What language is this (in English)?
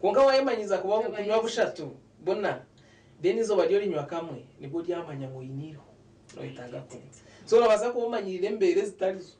Nyankole